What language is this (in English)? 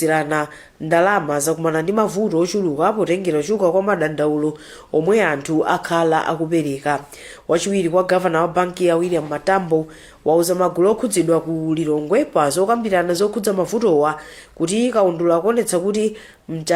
Nyanja